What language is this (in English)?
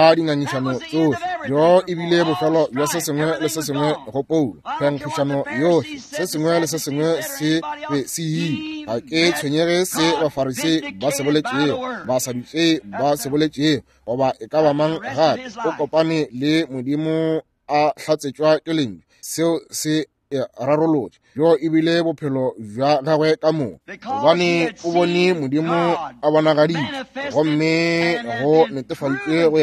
Northern Sotho